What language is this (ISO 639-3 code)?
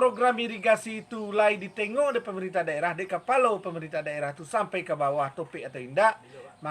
min